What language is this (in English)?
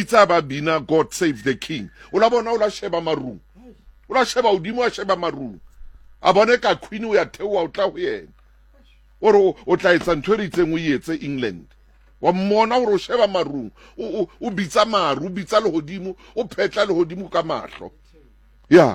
Southern Sotho